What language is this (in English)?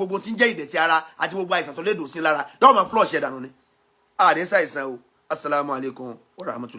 Yoruba